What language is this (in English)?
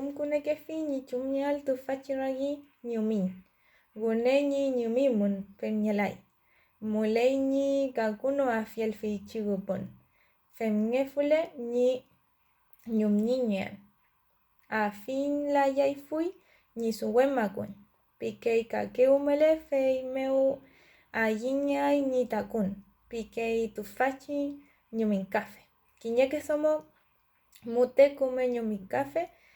Mapuche